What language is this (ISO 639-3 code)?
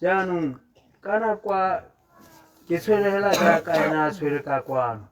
tsn